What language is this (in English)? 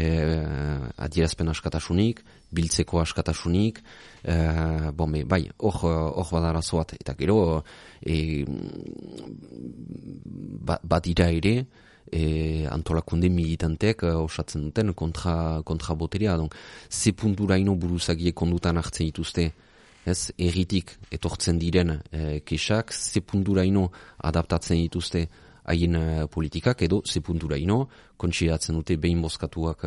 Basque